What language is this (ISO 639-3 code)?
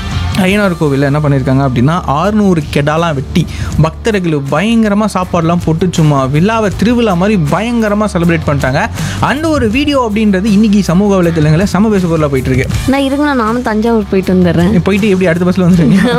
tam